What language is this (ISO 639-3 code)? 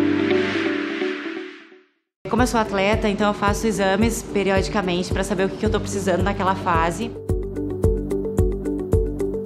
por